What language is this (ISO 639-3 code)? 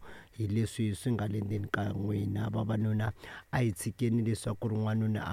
tso